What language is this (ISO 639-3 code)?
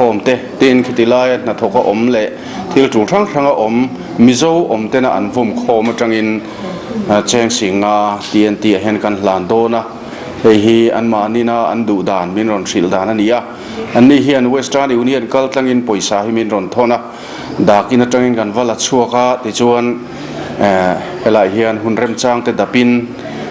lus